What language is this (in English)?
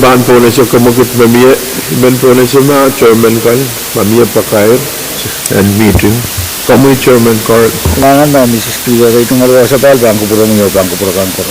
Pohnpeian